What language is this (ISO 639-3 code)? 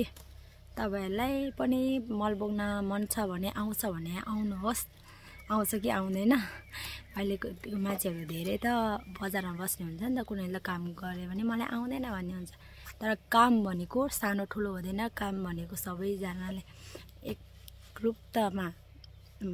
nep